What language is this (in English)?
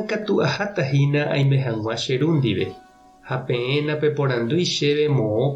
Guarani